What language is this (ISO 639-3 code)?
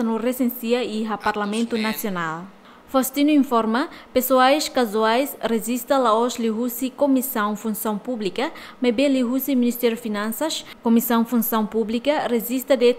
tet